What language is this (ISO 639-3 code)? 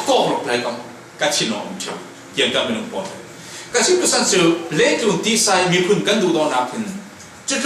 cfm